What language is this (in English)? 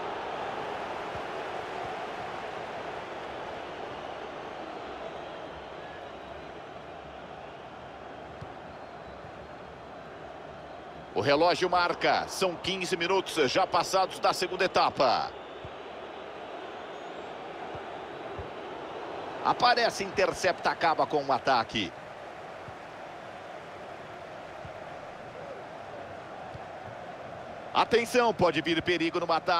Portuguese